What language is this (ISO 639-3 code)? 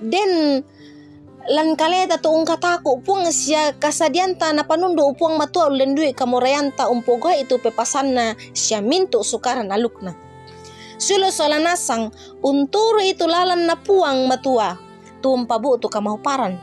sda